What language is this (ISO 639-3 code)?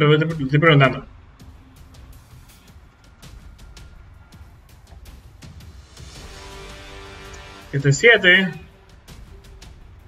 spa